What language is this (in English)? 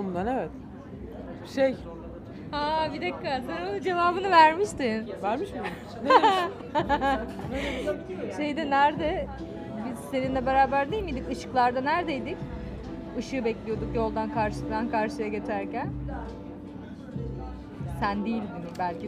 Turkish